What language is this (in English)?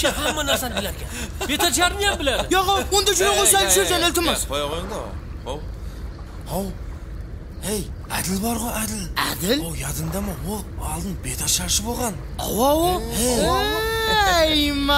Kara-Kalpak